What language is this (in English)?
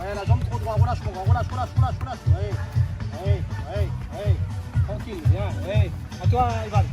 Réunion Creole French